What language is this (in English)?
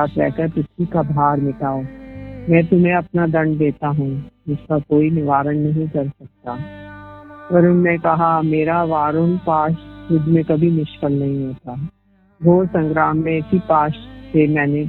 Hindi